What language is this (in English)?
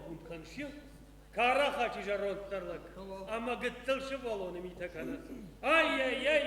Ossetic